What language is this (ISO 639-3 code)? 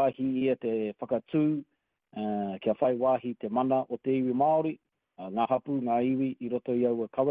mri